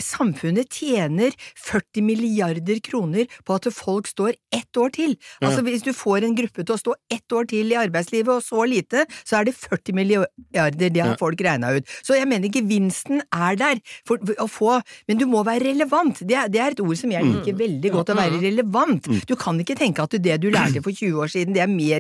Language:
Norwegian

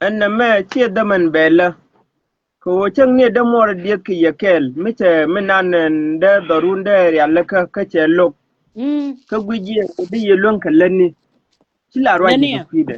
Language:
Nuer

